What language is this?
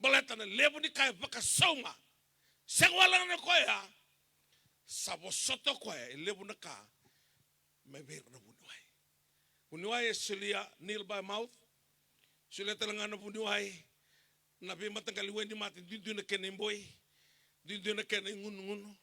Fijian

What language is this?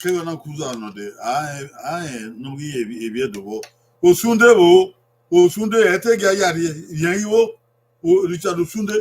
Bini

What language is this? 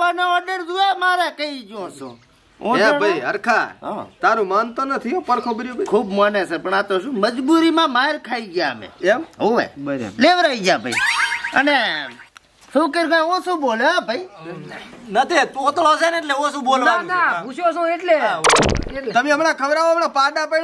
Gujarati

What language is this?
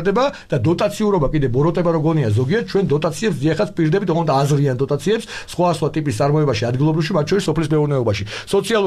Georgian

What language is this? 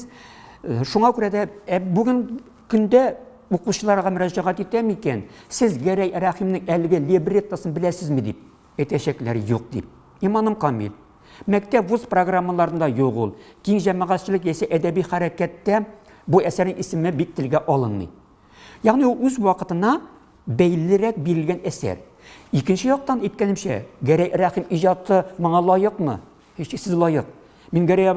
Tatar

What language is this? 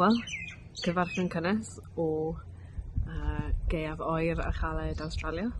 Welsh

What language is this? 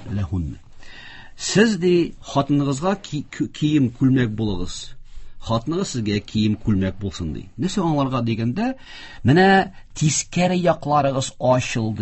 Tatar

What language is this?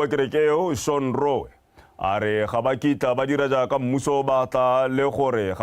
Tswana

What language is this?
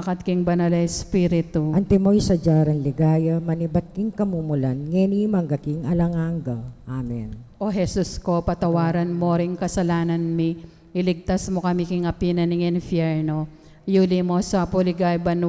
Pampanga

